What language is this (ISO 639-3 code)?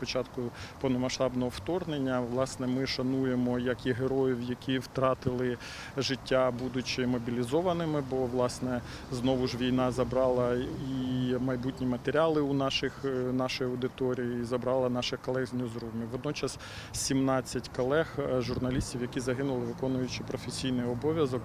ukr